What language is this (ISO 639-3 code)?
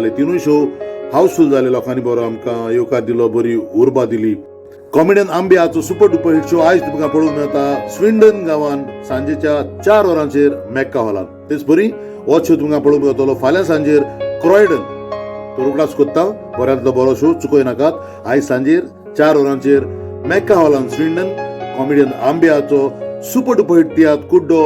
kok